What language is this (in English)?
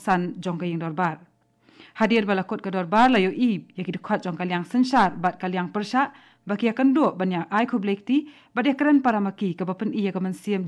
Khasi